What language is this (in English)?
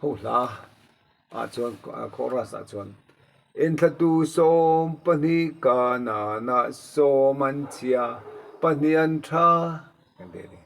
Mizo